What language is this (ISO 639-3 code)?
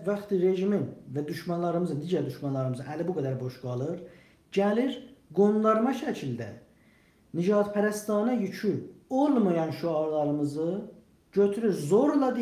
azb